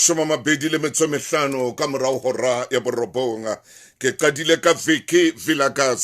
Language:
Southern Sotho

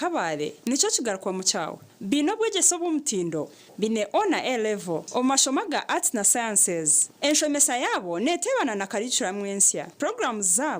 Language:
Nyankole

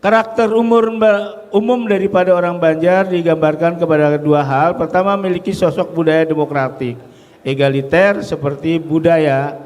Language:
Banjar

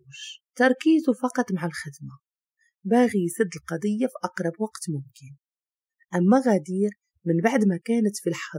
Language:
Moroccan Arabic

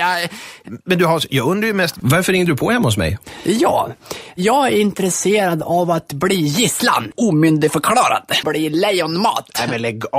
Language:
Swedish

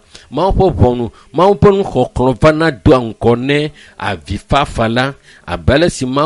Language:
Ewe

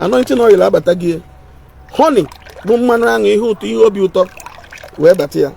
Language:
Igbo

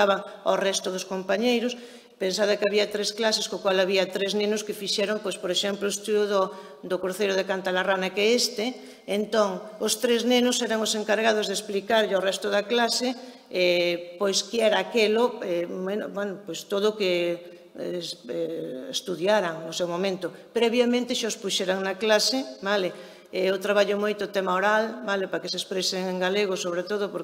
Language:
Galician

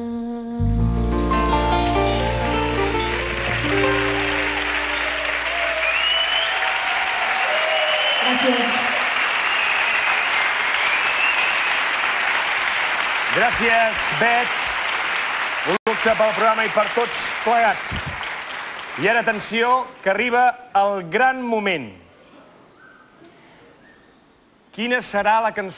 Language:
Catalan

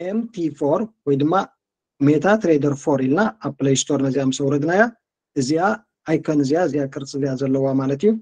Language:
Tigrinya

